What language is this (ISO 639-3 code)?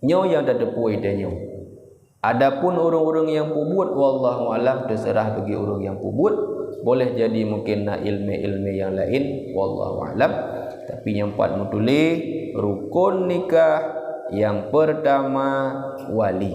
ace